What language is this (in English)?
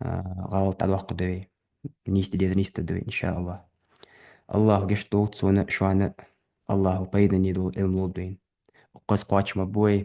Ingush